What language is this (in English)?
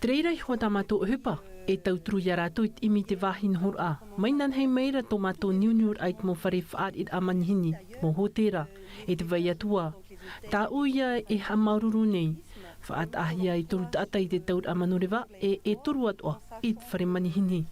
Tahitian